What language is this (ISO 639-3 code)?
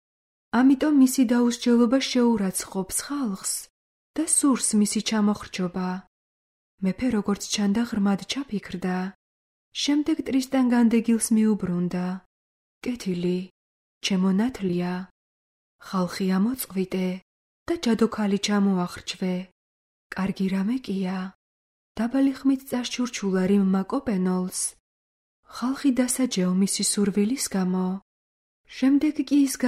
kat